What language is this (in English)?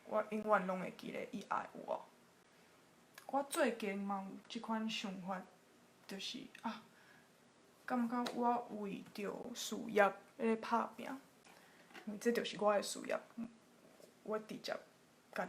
Min Nan Chinese